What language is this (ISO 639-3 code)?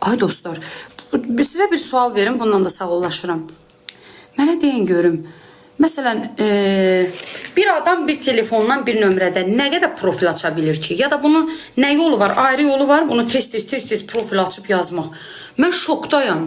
aze